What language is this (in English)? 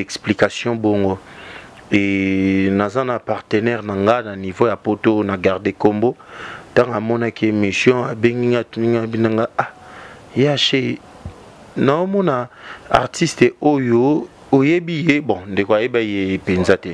Lingala